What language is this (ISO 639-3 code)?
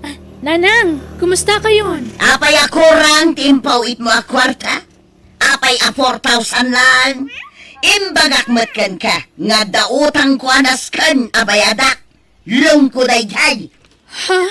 ilo